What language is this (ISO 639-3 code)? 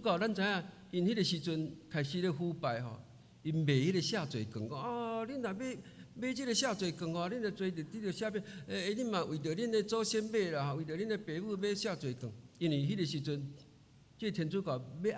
nan